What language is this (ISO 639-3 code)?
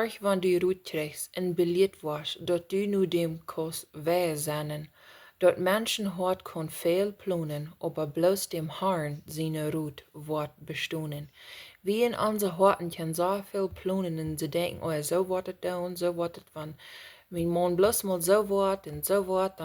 pdt